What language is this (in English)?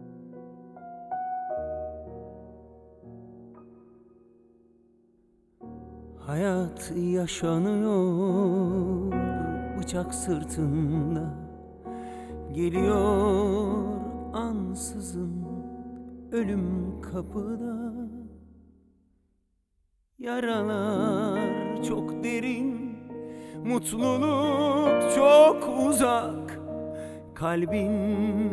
Turkish